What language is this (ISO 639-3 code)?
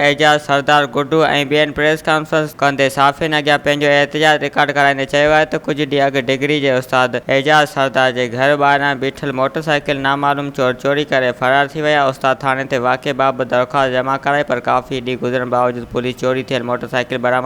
snd